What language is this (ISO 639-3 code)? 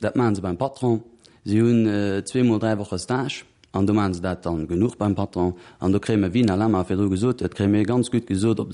ltz